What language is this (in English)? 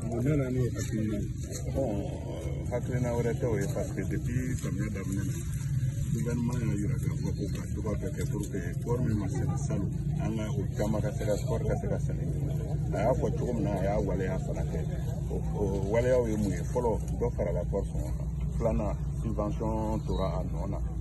Bambara